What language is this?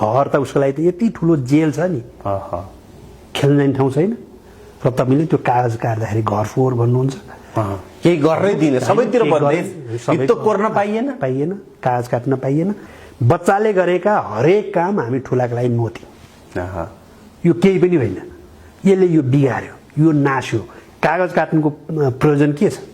Nepali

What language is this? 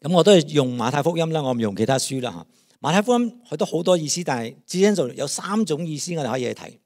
Cantonese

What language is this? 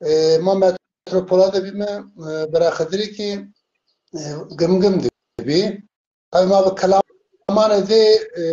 Zaza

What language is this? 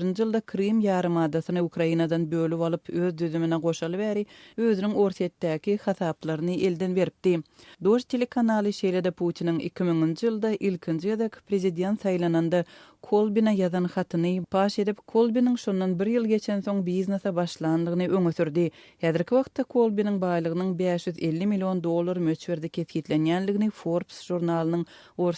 Turkmen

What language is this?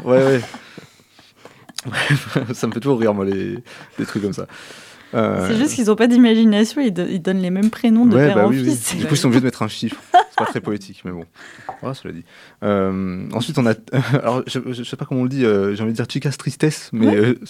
French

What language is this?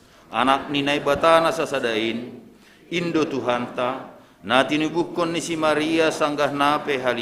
Batak Simalungun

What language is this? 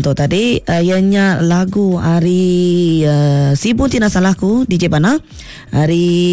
Iban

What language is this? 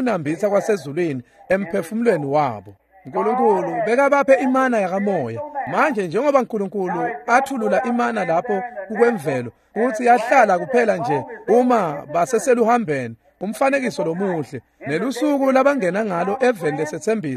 Swati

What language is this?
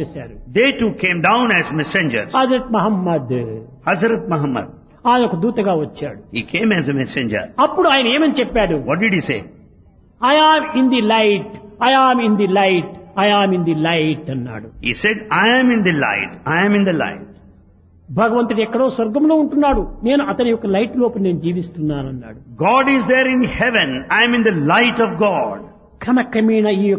Telugu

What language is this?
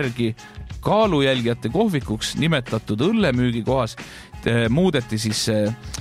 Estonian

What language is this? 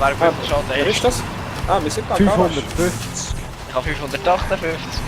Swiss German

